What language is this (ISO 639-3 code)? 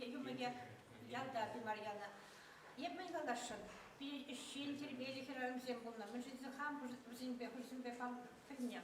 chv